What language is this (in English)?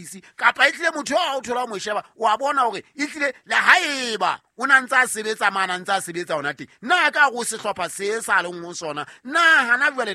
Southern Sotho